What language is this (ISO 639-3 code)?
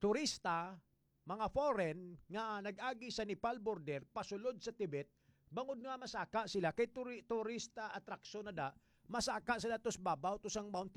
hil